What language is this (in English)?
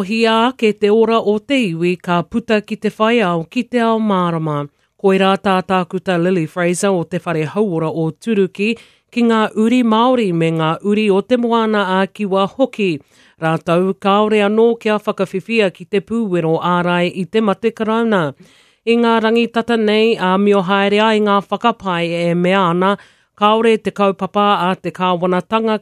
Māori